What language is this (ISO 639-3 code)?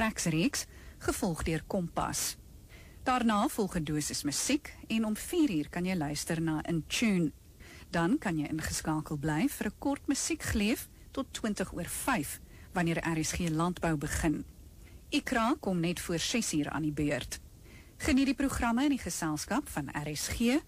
afr